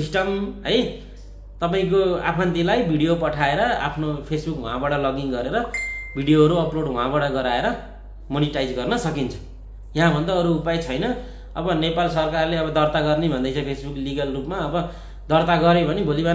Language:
Nepali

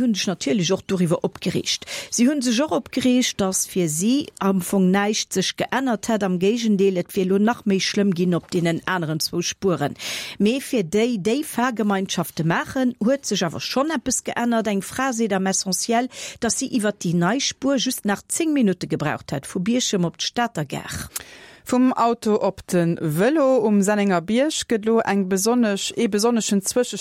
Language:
Luxembourgish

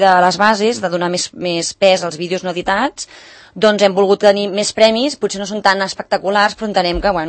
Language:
Catalan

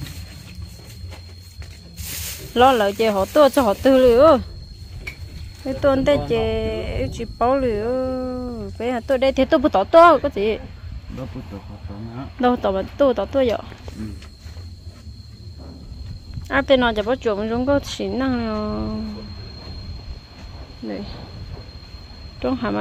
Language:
Vietnamese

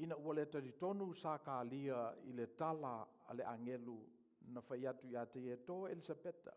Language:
Samoan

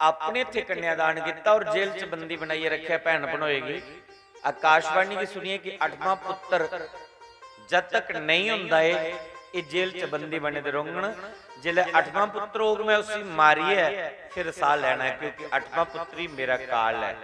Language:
Dogri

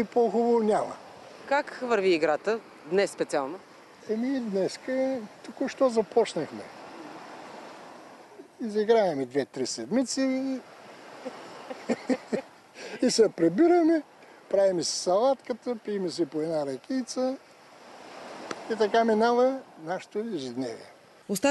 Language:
Bulgarian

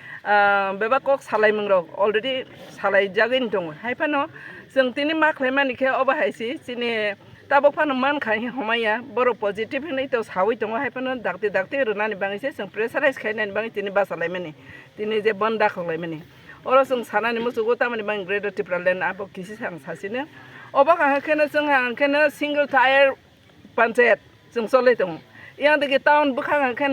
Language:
Kok Borok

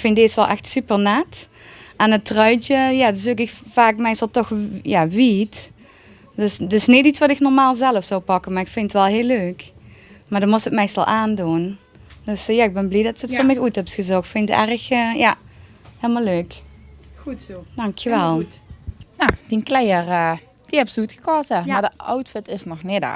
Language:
Limburgish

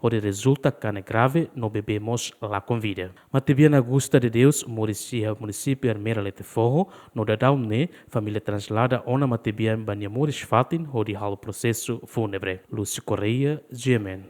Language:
Tetum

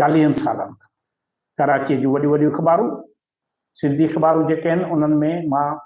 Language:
Sindhi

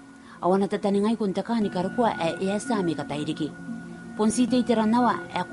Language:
Gilbertese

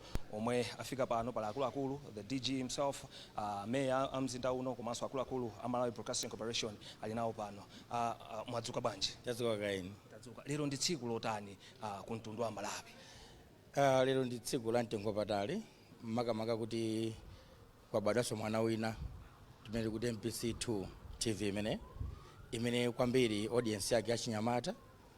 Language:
Nyanja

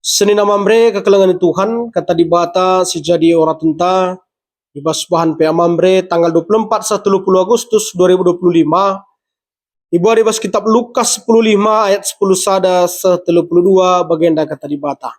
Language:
Batak Karo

